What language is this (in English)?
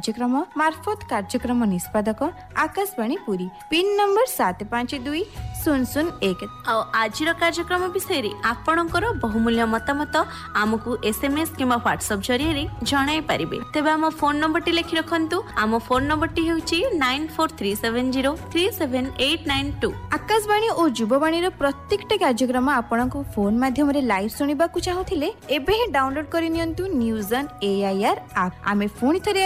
Odia